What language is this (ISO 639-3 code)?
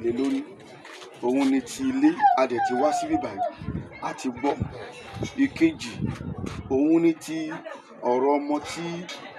yor